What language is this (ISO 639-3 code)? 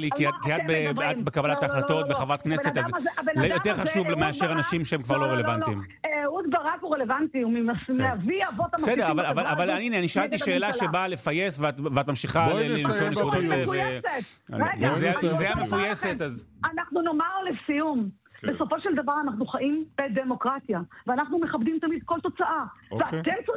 heb